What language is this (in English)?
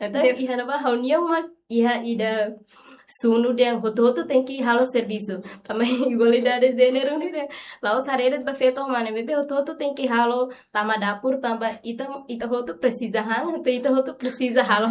Tetum